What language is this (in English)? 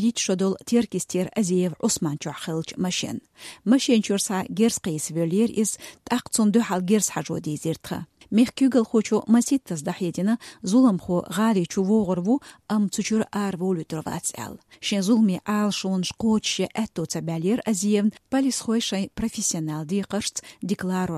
Chechen